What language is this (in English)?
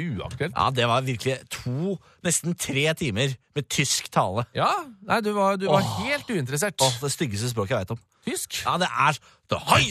Norwegian